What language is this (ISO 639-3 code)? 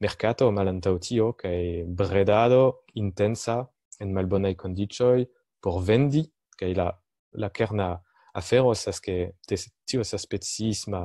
epo